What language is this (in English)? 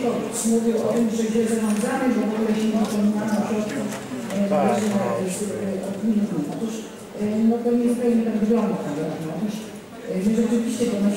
Polish